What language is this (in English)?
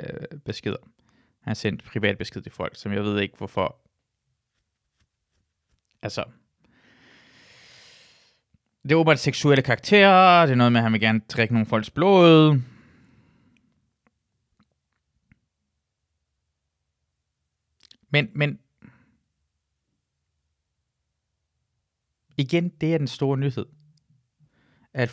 Danish